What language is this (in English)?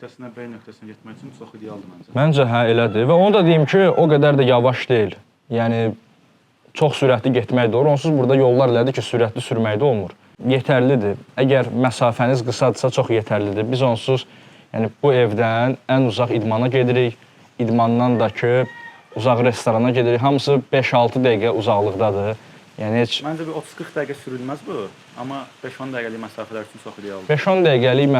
Azerbaijani